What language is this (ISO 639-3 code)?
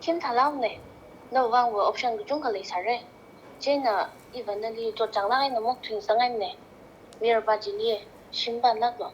nmf